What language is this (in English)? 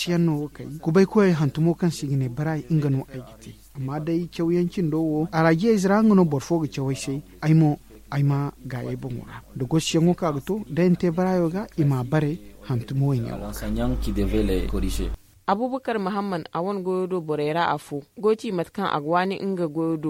Zarma